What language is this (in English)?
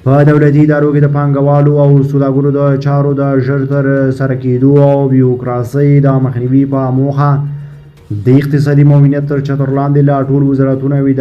Pashto